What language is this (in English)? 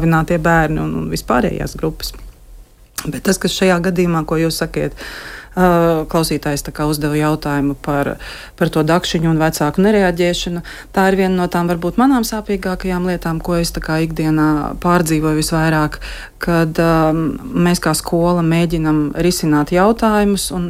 Latvian